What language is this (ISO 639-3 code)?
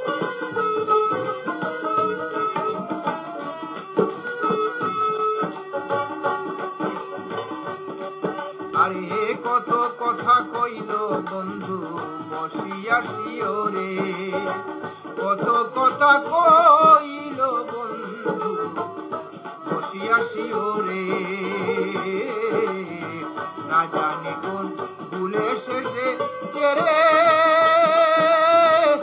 ben